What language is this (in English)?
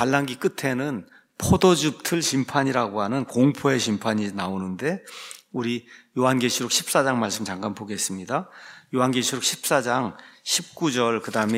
Korean